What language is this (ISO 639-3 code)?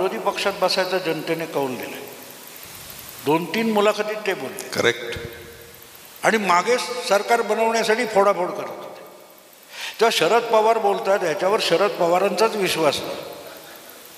mar